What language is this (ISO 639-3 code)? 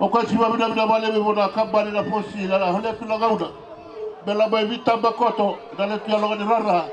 fij